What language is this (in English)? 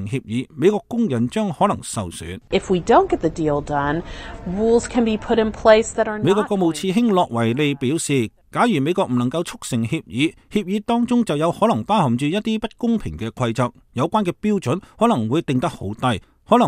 Cantonese